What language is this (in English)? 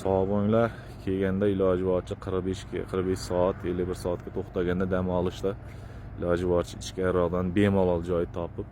Uzbek